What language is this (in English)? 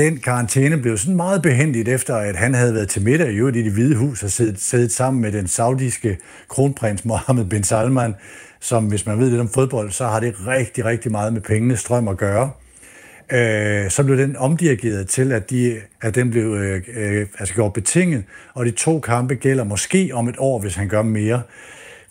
Danish